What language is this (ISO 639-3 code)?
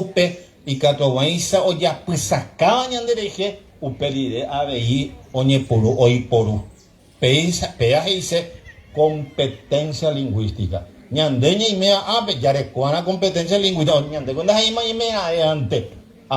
grn